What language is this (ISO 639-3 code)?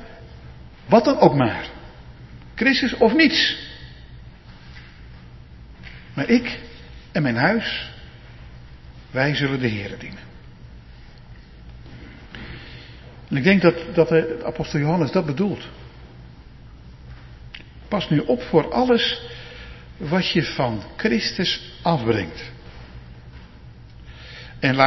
nld